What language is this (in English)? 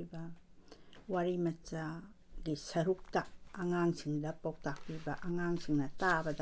Manipuri